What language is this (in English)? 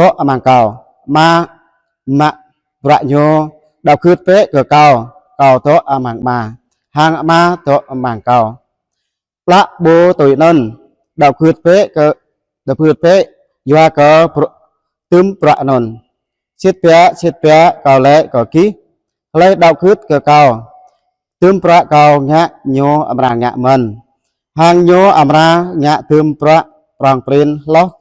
Jarai